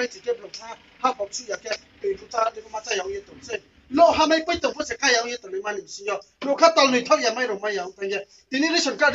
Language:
Riang (India)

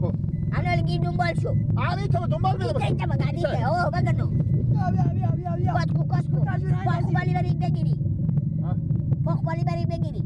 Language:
Persian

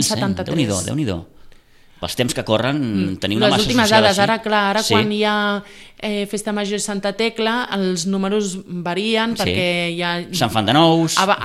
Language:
Catalan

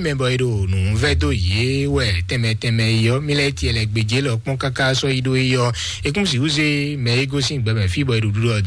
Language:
Fon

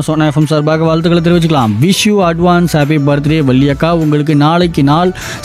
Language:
Tamil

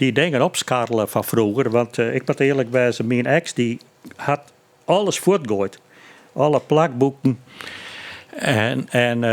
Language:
Western Frisian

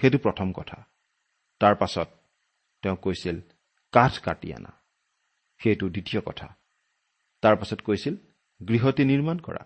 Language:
Assamese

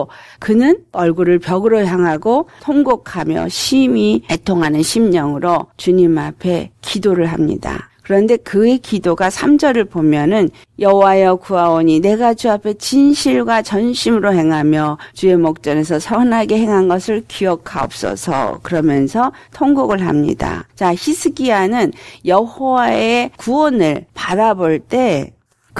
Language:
Korean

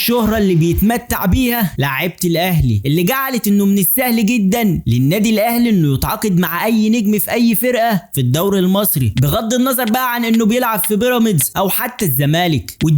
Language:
Egyptian Arabic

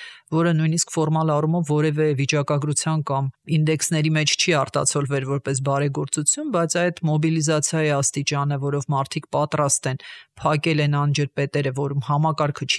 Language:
Armenian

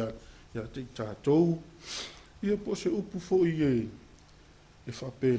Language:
Samoan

